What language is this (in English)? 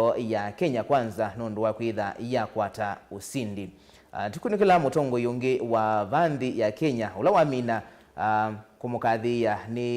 Kamba